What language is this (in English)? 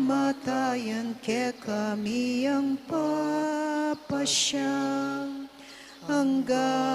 Pampanga